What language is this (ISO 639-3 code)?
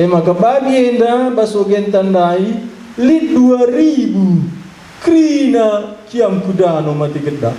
btx